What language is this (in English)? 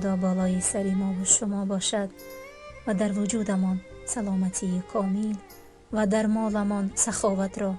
Tajik